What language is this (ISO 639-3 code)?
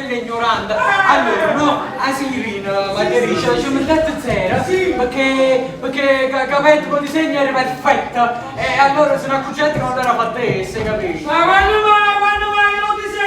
nap